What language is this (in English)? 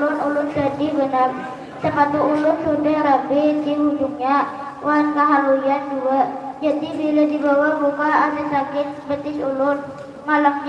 Banjar